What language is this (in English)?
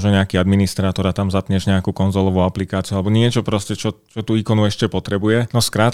Slovak